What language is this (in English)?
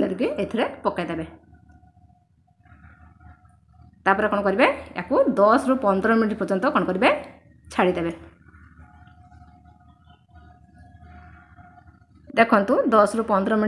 Odia